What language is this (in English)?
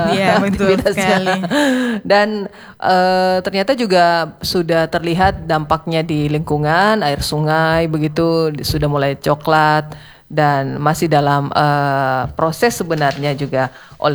Indonesian